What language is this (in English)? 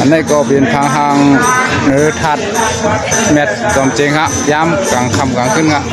Shan